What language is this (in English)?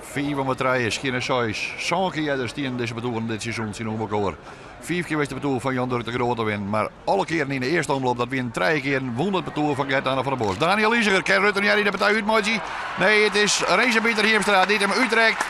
Western Frisian